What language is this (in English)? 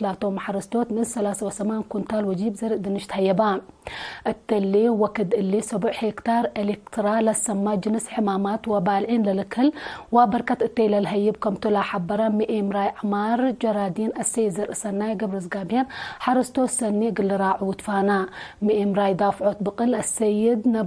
Tigre